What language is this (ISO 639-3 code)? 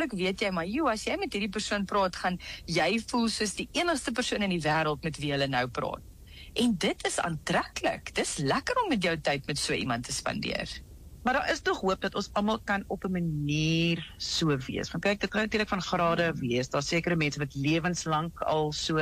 afr